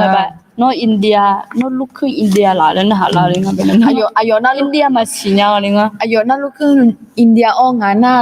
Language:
Akha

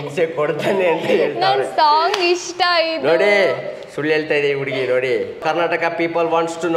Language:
Kannada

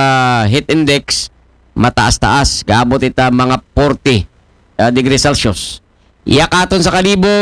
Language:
Aklanon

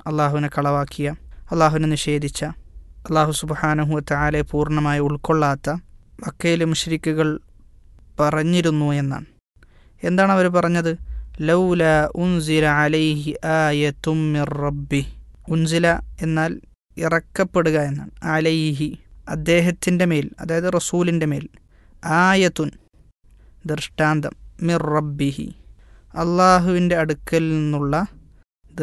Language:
Malayalam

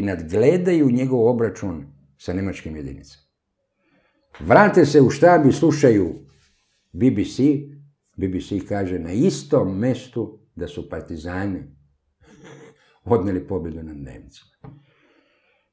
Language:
Serbian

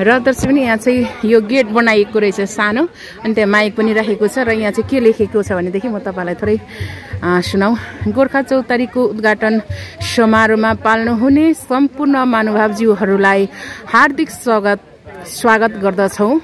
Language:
Nepali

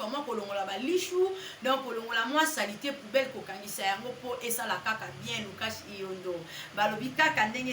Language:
Lingala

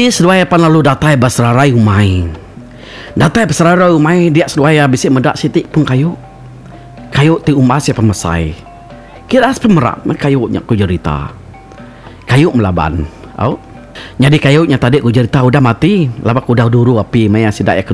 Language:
Iban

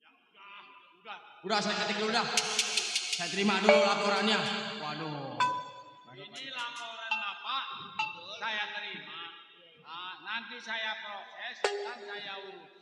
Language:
Betawi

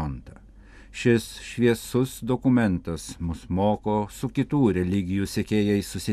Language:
Lithuanian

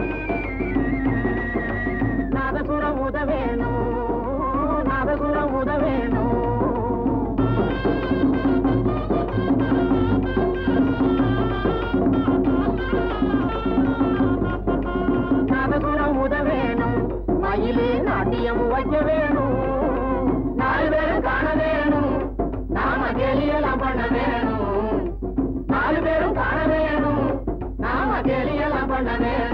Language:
Tamil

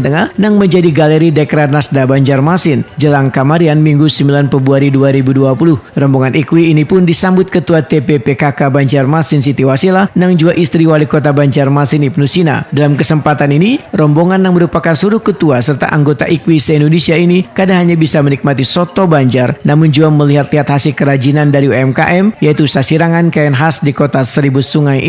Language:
Banjar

